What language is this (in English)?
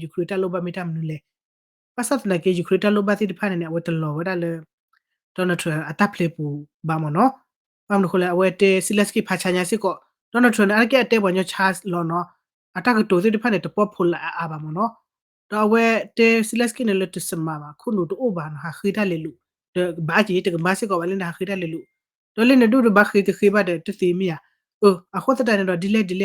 S'gaw Karen